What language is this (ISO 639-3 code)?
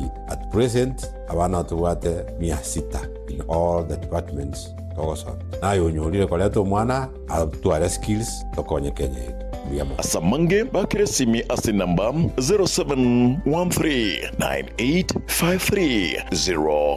guz